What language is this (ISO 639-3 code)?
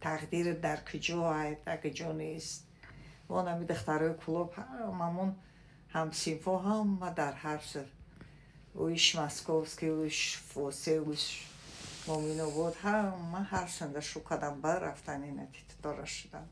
tgk